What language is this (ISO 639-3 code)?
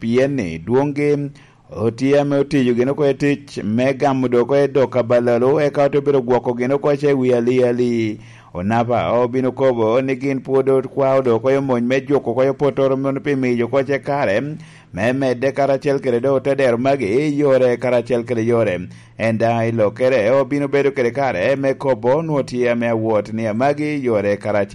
laj